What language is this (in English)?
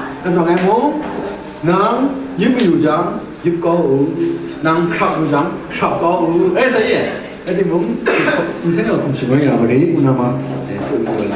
Kachin